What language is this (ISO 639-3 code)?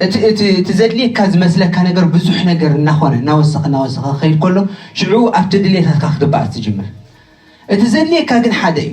tir